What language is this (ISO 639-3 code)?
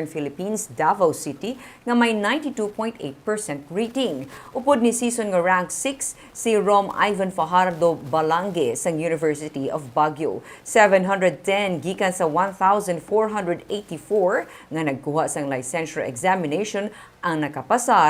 hil